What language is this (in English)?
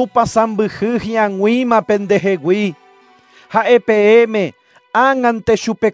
Guarani